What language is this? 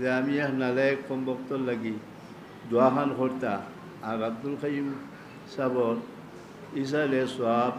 Sylheti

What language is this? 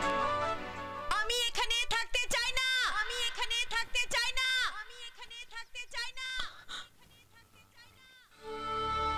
Bangla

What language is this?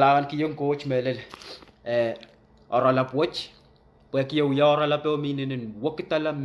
Pohnpeian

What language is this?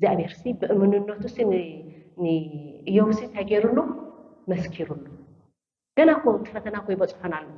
Tigrinya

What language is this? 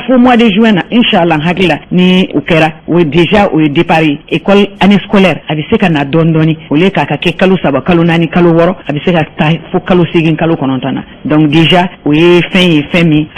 Bambara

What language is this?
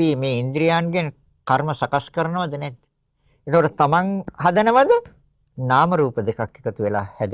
Sinhala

